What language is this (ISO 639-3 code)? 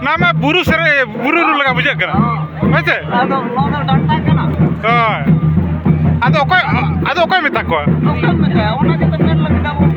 sat